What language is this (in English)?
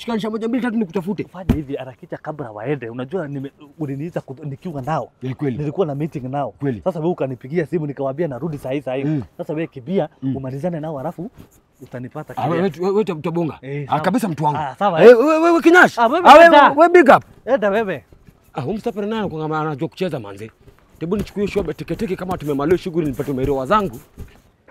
Swahili